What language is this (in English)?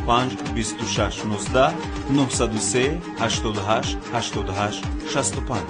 Tajik